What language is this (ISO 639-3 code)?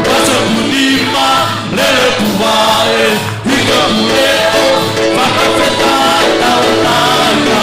ton